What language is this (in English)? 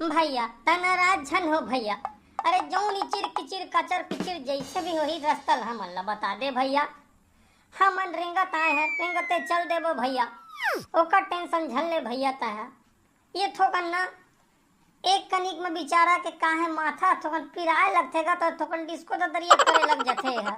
Chhattisgarhi